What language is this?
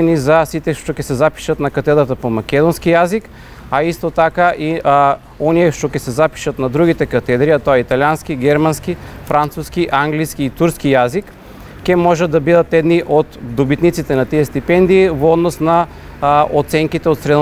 Macedonian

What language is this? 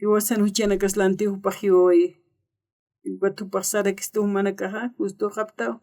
Aymara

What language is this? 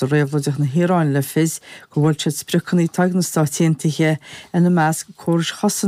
Irish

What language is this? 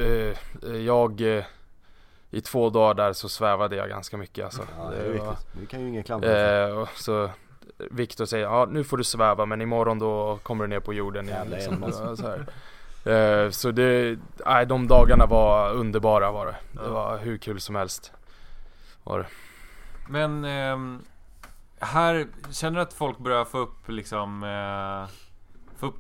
Swedish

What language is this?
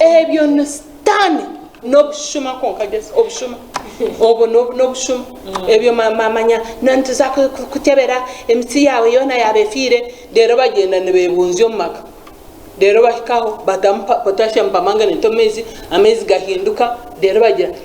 Nyankole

